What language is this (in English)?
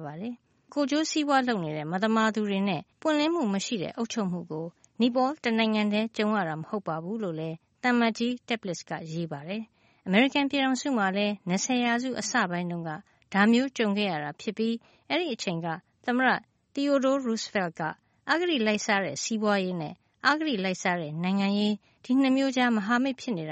Burmese